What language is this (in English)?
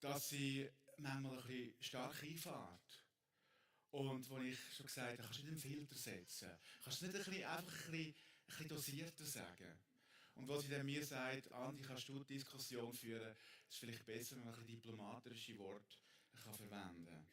Swiss German